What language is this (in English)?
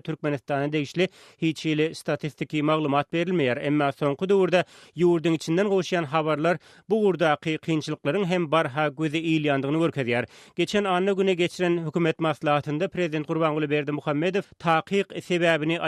Turkmen